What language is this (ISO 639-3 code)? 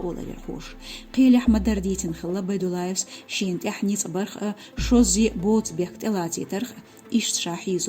che